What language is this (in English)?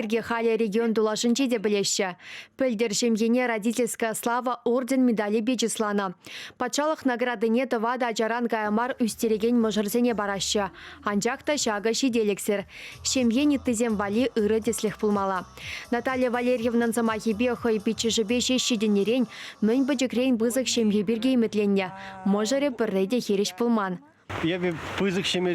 Chuvash